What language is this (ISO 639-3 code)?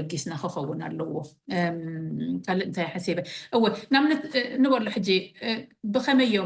tir